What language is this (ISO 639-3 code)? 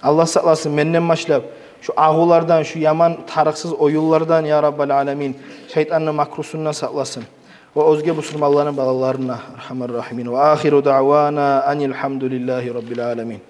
kum